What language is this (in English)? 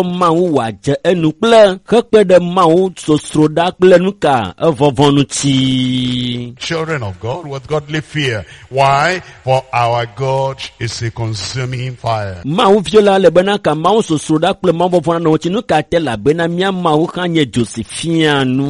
Ewe